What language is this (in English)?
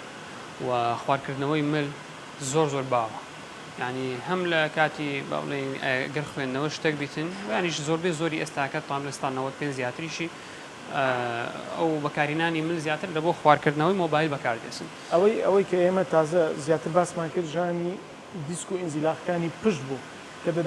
Central Kurdish